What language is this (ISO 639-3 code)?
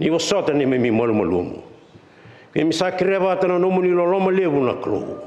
fij